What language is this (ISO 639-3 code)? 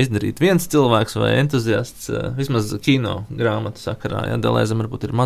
lav